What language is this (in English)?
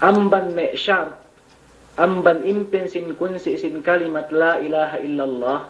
Yakan